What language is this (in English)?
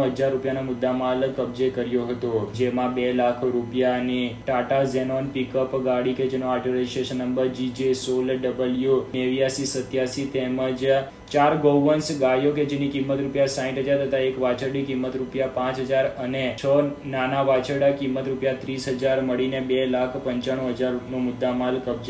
Gujarati